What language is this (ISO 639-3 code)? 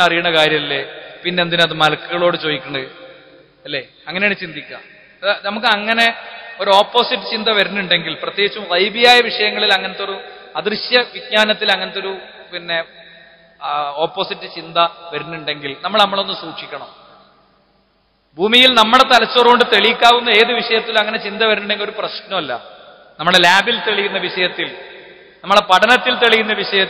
mal